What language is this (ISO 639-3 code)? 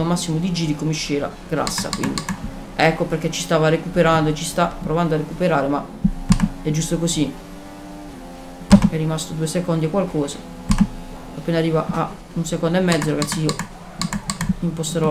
ita